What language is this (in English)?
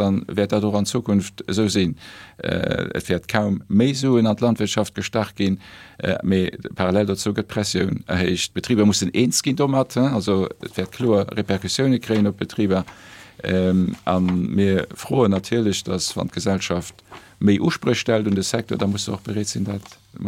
Luxembourgish